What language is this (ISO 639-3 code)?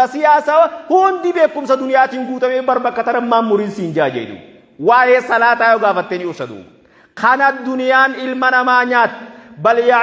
orm